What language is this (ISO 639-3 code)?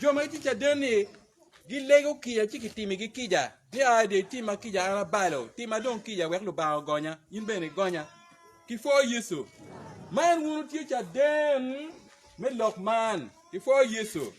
ach